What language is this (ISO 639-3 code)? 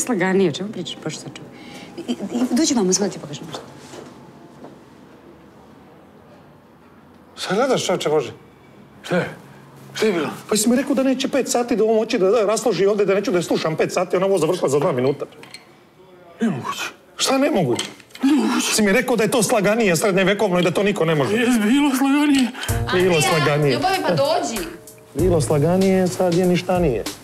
srp